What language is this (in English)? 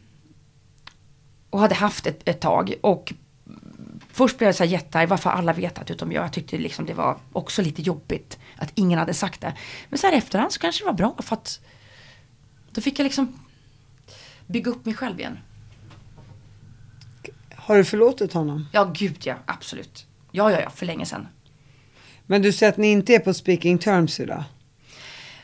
Swedish